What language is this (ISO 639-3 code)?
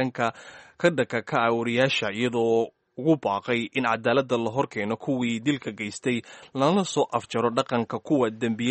som